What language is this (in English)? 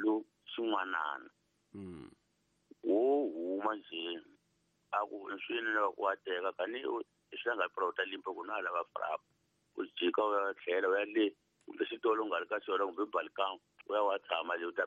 Tsonga